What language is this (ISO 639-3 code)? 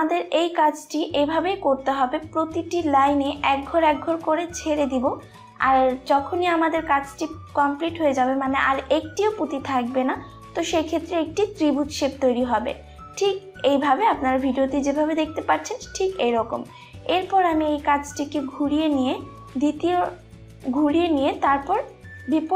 ben